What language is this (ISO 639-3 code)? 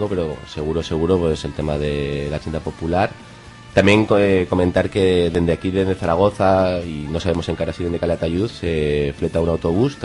arg